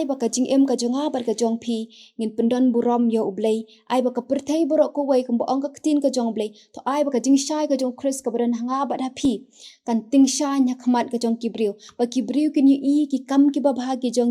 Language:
Khasi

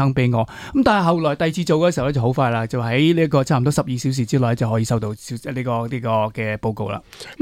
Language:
Cantonese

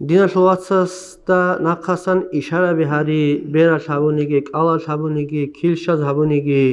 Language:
Avaric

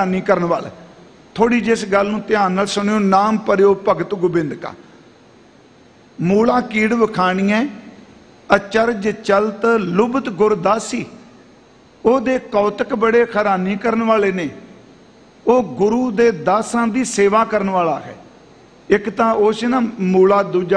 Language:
Punjabi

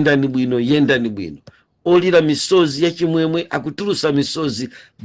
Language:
Nyanja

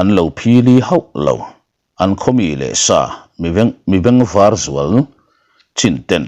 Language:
Mizo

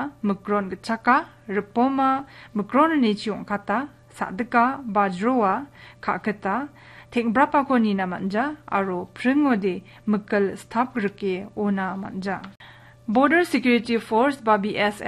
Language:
Garo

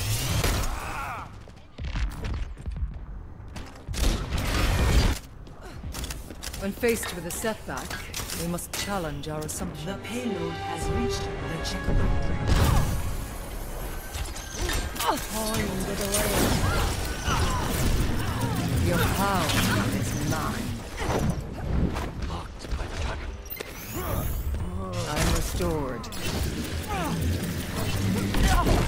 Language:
English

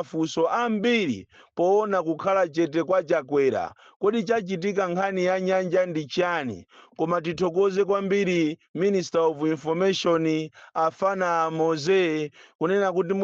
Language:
Nyanja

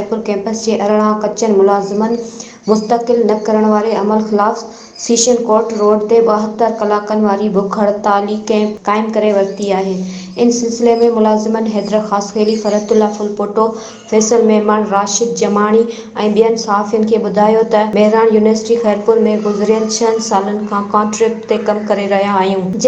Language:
Sindhi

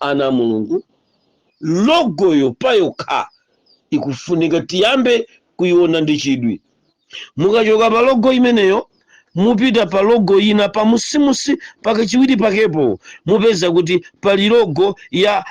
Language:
Nyanja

